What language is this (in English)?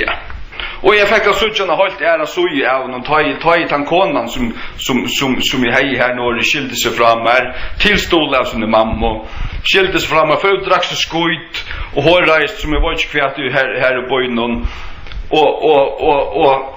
Faroese